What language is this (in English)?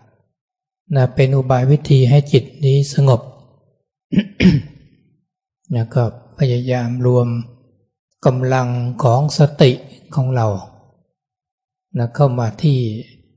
Thai